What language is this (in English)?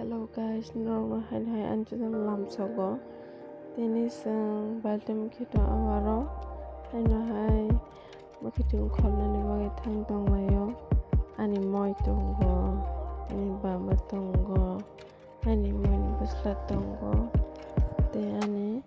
Kok Borok